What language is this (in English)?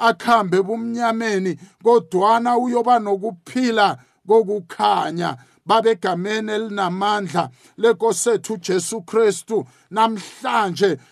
South Ndebele